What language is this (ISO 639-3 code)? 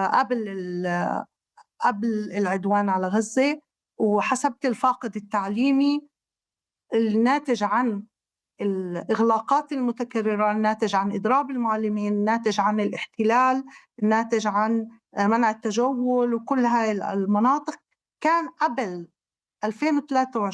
apc